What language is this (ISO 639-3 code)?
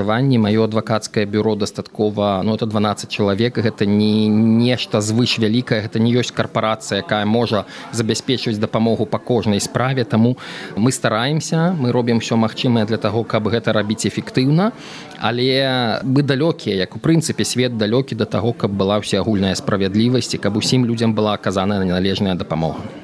bel